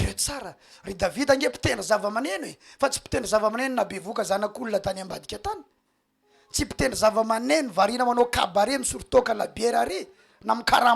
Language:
Malagasy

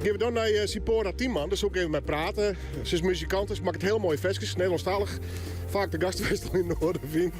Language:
Western Frisian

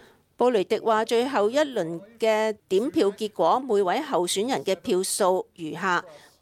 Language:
Cantonese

